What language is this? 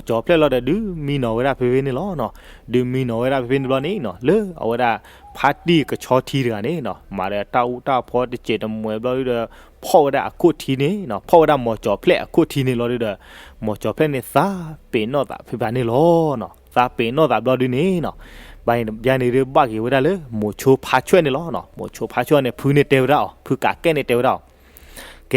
S'gaw Karen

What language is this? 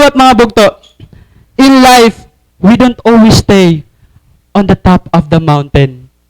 Waray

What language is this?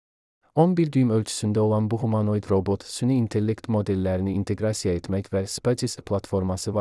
Azerbaijani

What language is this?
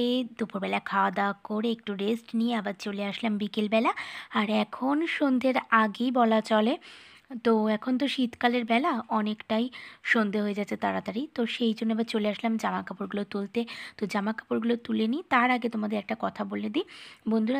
Bangla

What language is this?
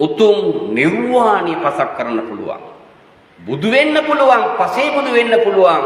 Sinhala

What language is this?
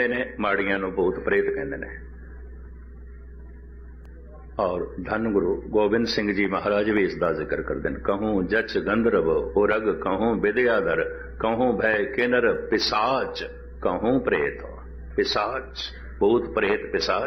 Punjabi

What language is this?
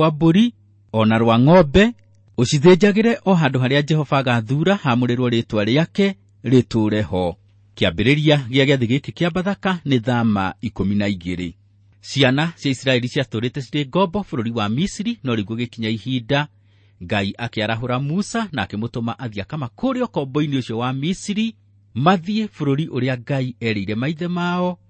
Kikuyu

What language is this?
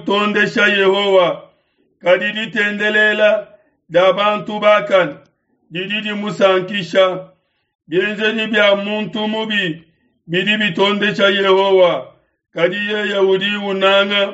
Luba-Lulua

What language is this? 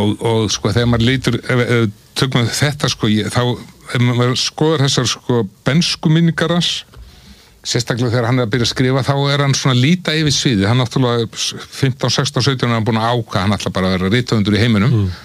Icelandic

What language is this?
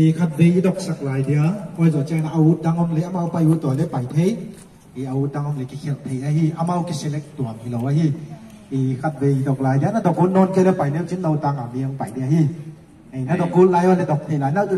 Paite Chin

